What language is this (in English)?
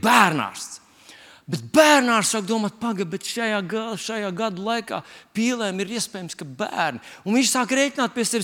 Latvian